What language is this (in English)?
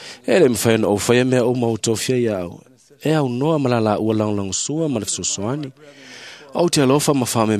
Samoan